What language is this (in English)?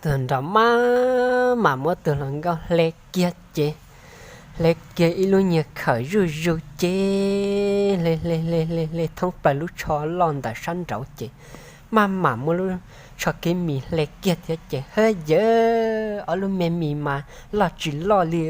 Hmong